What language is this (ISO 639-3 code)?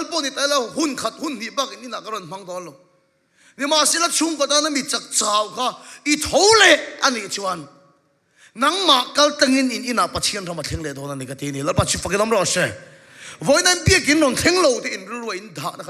lus